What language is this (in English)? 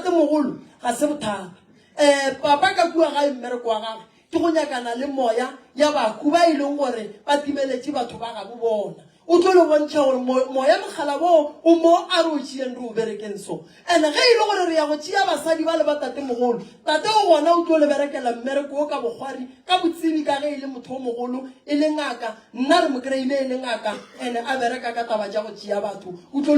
Northern Sotho